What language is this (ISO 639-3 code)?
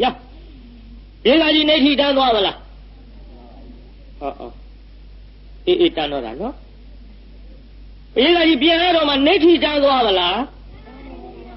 mya